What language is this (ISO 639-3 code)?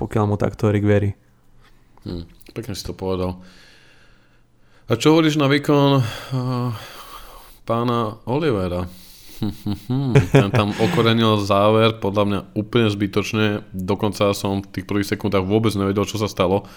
slk